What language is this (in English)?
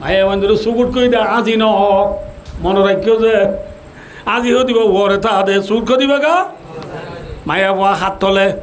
Rohingya